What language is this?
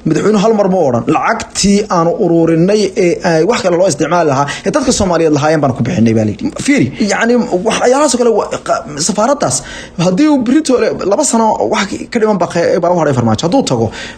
Somali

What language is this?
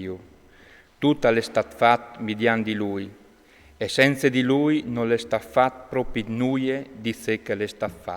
Friulian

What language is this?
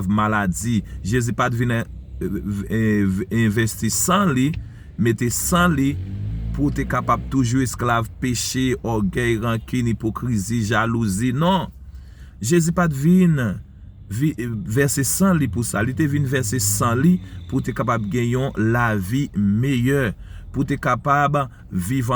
Haitian Creole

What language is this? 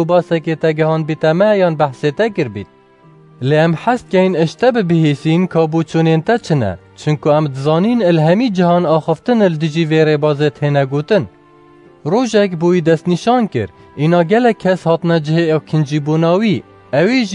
Kurdish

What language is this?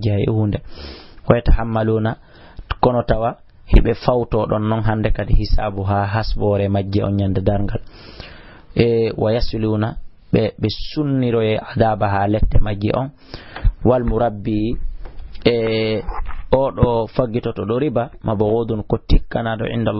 Fula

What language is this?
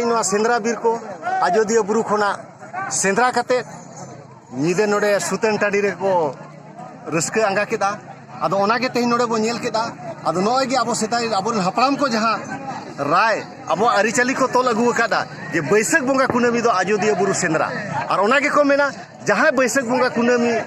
Santali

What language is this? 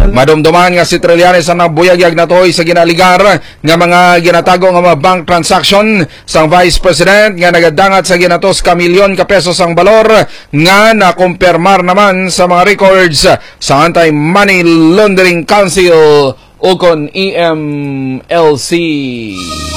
Hiligaynon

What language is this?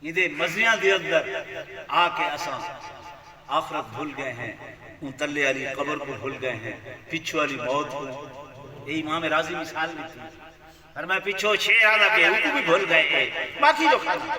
Saraiki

